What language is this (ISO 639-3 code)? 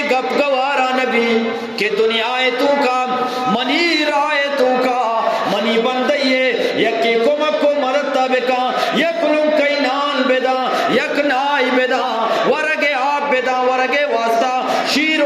bgp